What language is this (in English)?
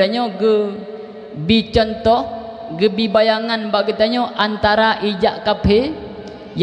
Achinese